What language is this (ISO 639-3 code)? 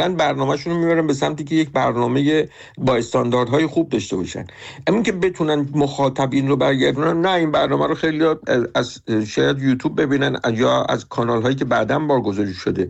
fas